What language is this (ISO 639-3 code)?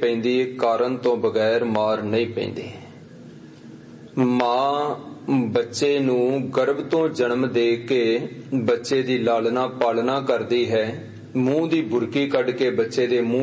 pan